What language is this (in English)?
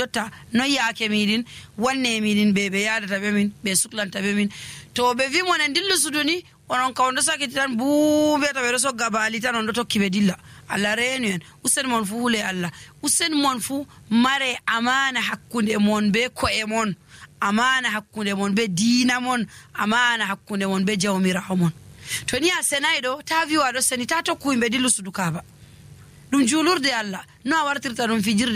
Nigerian Fulfulde